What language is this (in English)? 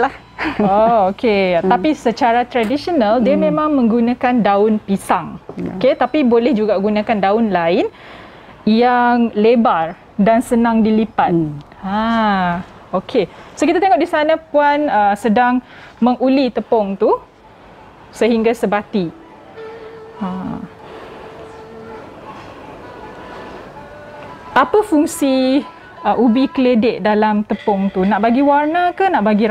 Malay